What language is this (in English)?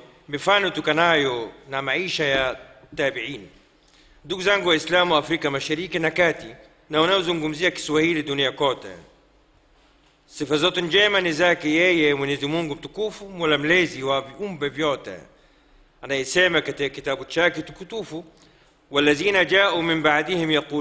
Swahili